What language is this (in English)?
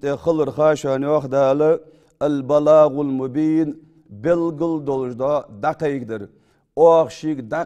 Ingush